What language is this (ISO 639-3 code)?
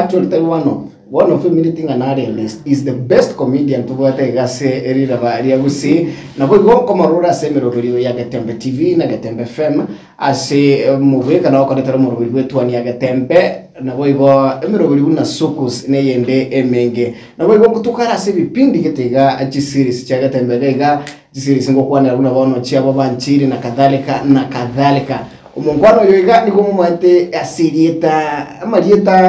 guz